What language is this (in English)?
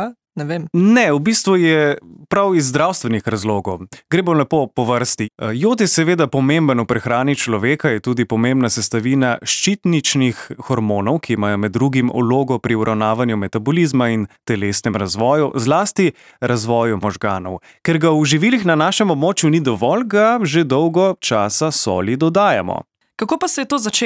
Slovenian